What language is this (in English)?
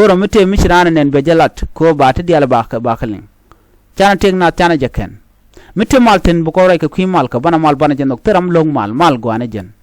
Nuer